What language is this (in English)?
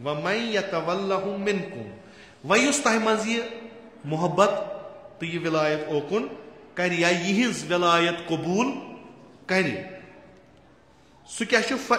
Kashmiri